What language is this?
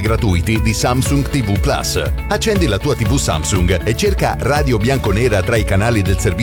Italian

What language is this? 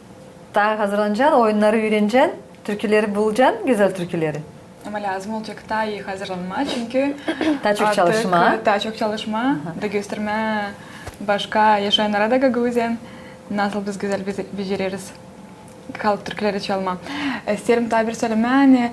Gagauz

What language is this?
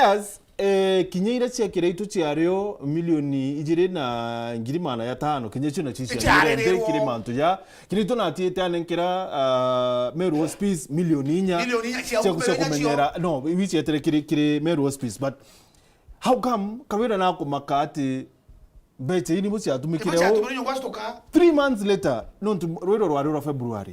Meru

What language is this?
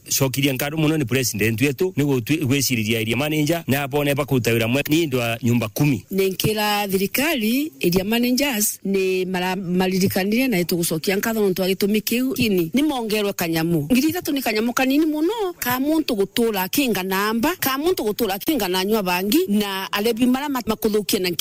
Meru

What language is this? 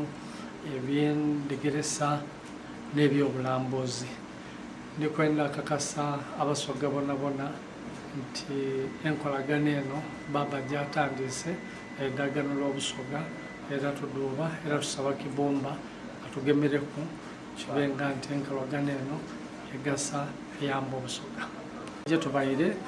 Soga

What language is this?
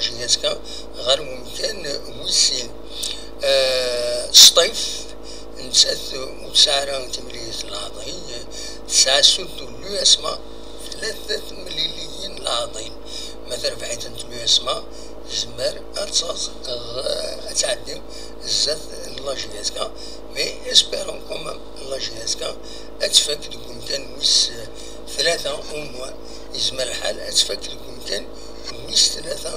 Kabyle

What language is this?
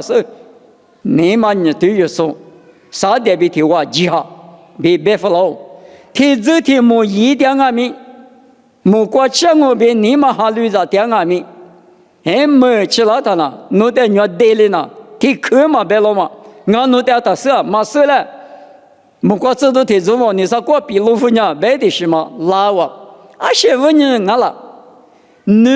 Lisu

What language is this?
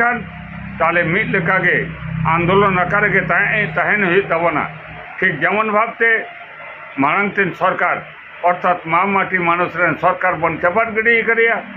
Santali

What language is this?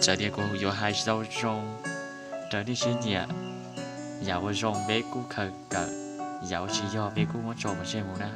Hmong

